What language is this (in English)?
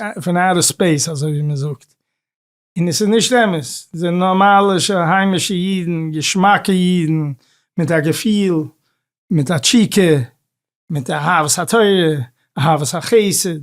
Yiddish